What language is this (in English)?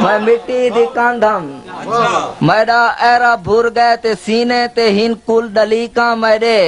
Saraiki